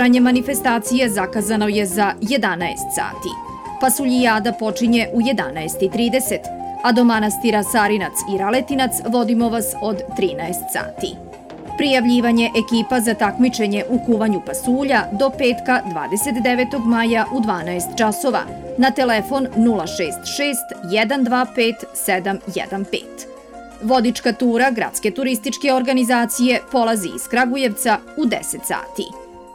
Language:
Serbian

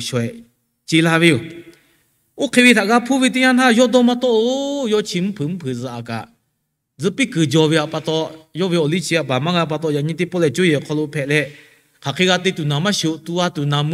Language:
Lahu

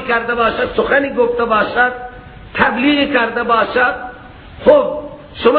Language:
Persian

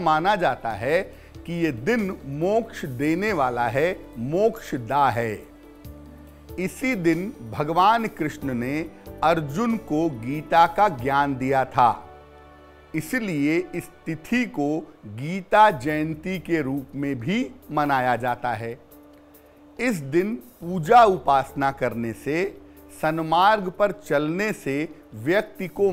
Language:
Hindi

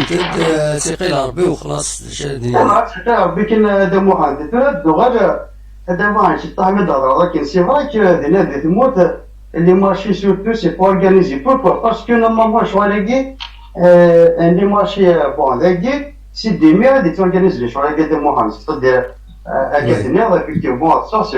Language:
Kabyle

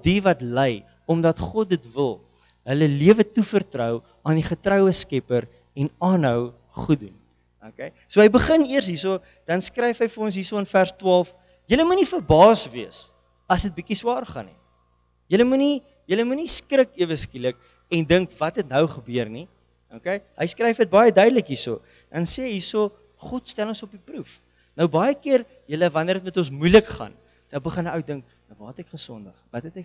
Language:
Afrikaans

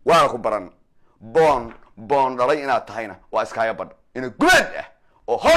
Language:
Somali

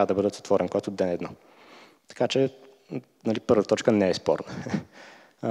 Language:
Bulgarian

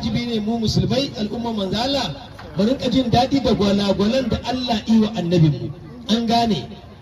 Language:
Hausa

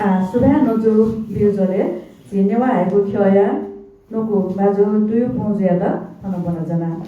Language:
Newari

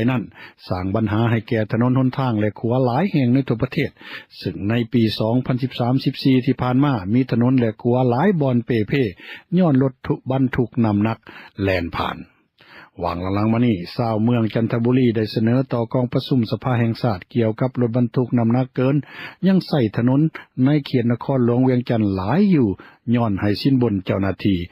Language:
Lao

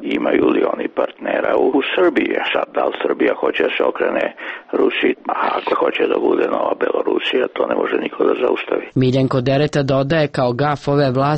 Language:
Serbian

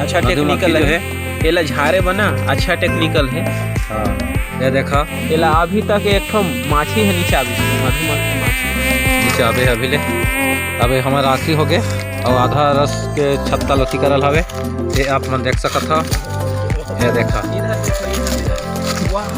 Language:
Chhattisgarhi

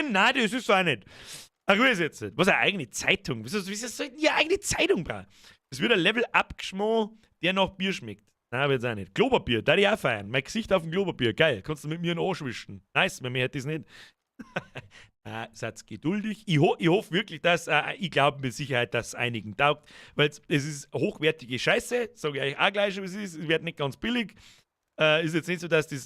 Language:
Bavarian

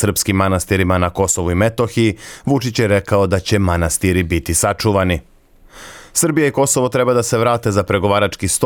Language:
Serbian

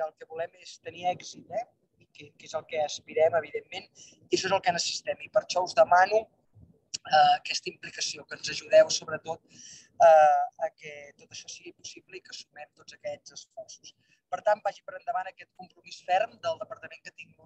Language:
Catalan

